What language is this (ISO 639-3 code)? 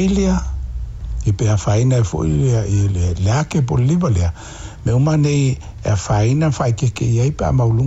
smo